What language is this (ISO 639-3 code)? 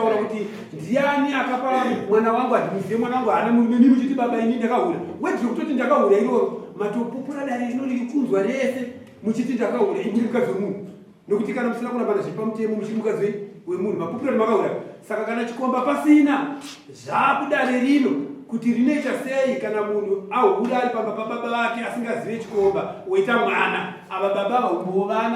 sna